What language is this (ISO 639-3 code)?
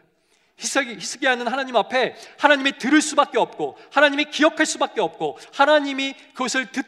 kor